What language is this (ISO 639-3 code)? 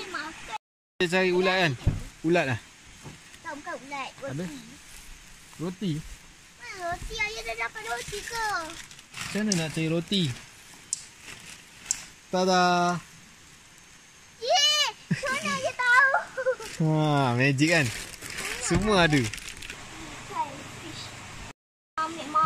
msa